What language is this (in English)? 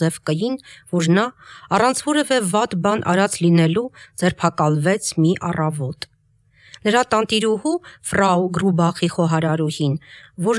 Armenian